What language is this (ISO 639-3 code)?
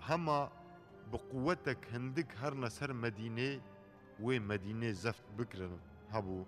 kur